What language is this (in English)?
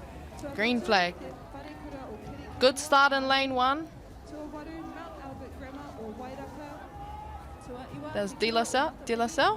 Māori